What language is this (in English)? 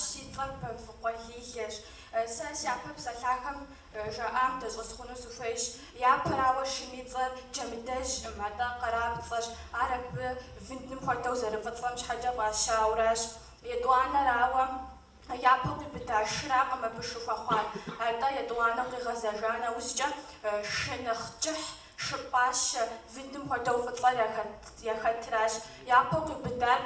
Kabardian